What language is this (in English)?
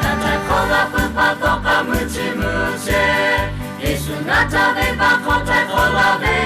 Lahu